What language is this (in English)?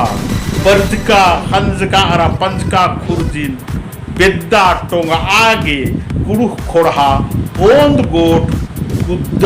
Kurukh